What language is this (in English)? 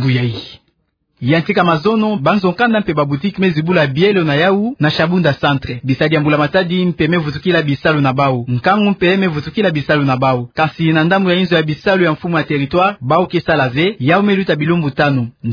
Kituba (Democratic Republic of Congo)